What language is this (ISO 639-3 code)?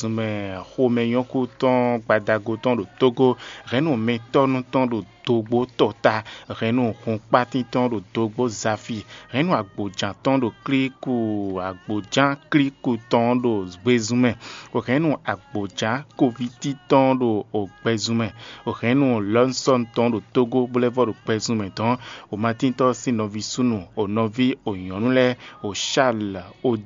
fon